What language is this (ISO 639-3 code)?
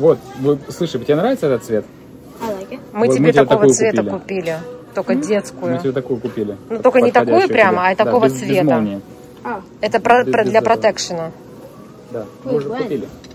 rus